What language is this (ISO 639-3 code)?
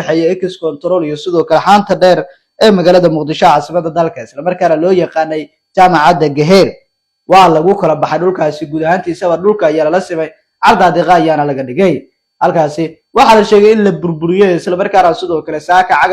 som